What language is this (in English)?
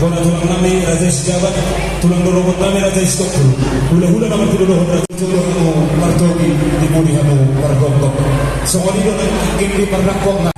Batak Toba